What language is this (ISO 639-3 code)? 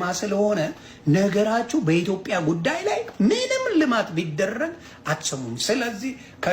amh